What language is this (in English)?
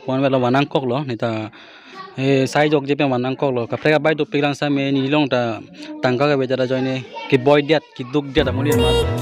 Karbi